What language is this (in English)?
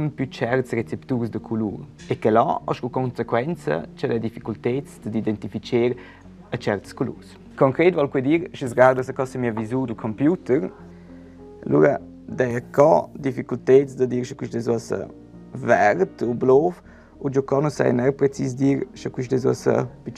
Romansh